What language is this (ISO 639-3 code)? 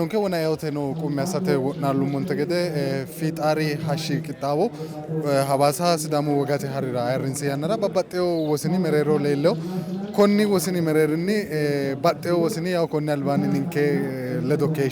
sid